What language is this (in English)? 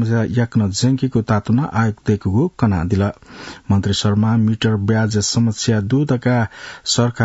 Newari